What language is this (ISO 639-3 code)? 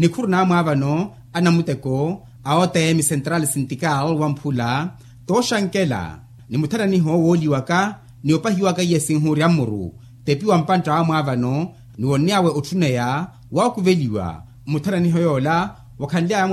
vmw